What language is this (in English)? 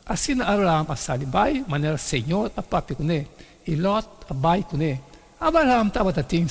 Papiamento